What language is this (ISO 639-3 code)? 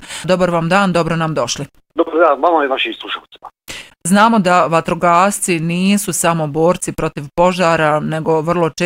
bos